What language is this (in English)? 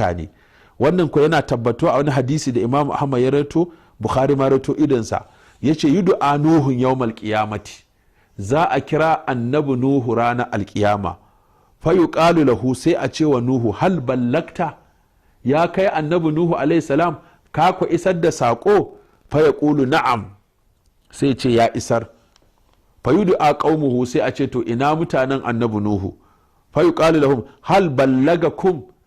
Hausa